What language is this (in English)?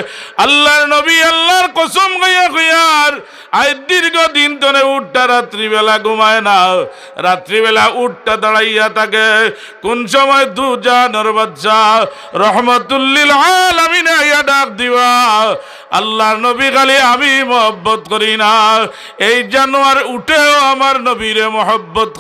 Sylheti